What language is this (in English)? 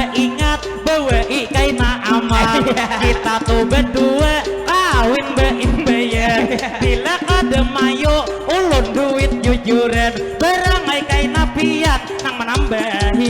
Banjar